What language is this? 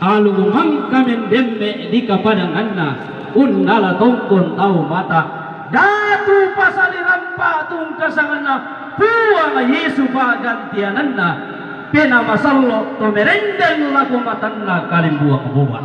Toraja-Sa'dan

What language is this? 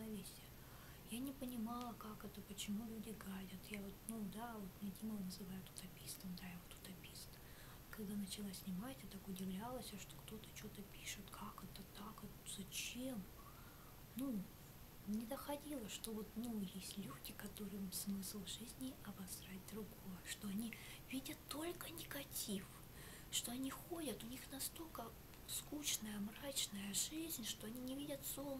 Russian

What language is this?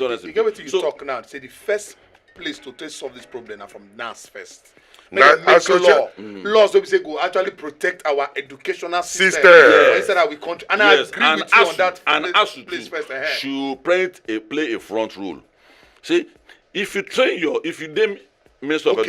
Nigerian Pidgin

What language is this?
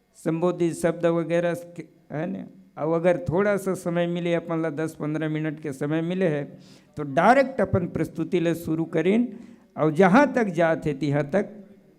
Chhattisgarhi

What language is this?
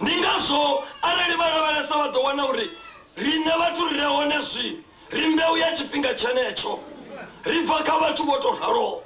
Venda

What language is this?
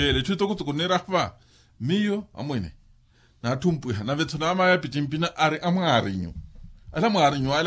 Makhuwa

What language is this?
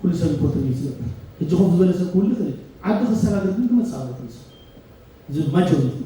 Tigrinya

